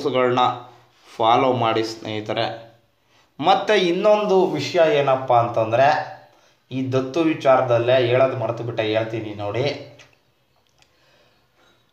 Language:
Kannada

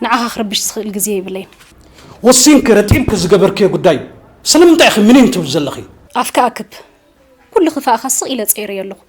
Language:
Tigrinya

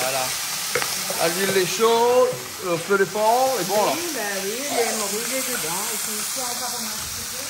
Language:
Réunion Creole French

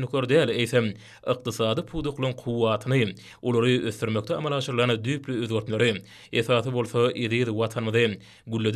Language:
Turkmen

